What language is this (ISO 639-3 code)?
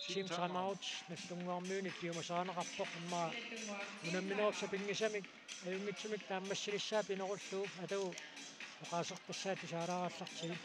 kal